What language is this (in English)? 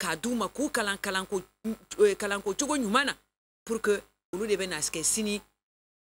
Bambara